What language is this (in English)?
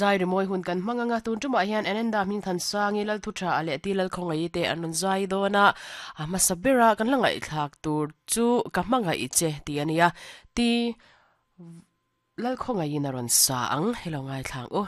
Mizo